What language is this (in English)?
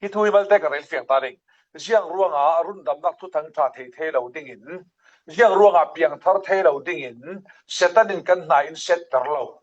Falam Chin